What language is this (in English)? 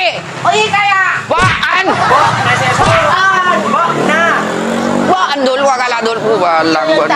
Madurese